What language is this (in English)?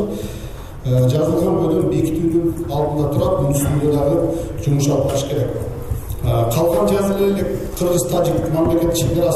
Kyrgyz